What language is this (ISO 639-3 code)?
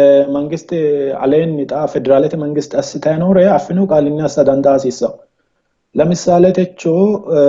sid